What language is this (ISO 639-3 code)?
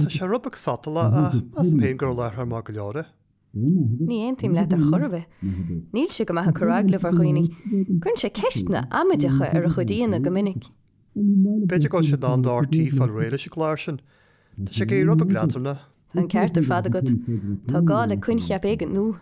gle